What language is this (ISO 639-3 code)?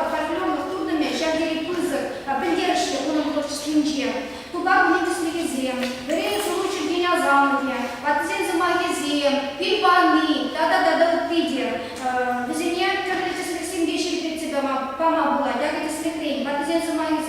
chv